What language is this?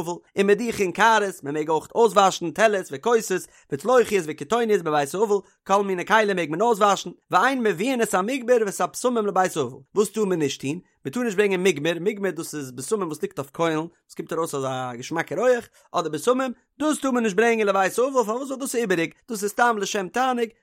Yiddish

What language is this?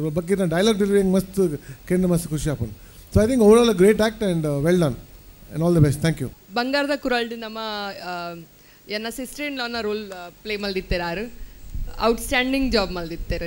Tulu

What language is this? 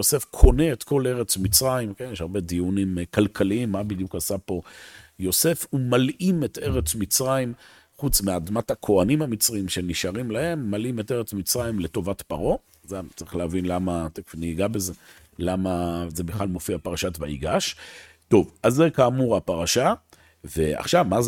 Hebrew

